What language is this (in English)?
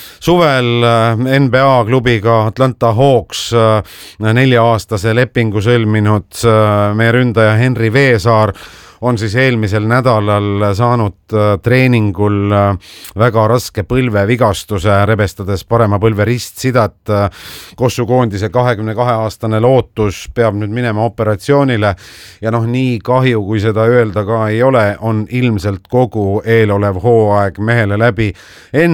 Estonian